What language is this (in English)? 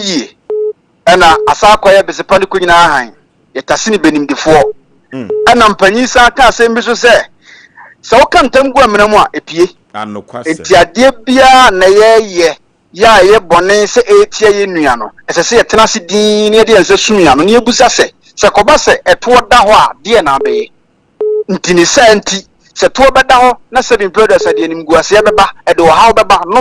Akan